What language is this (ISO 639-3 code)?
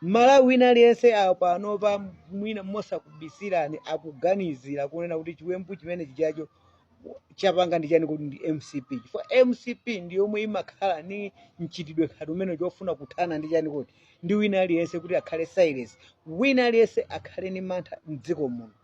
nya